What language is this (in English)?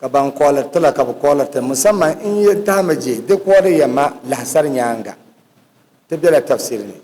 Dagbani